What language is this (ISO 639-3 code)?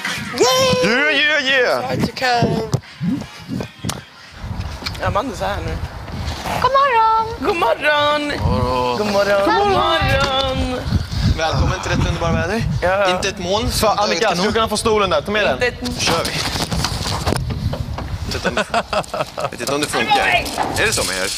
swe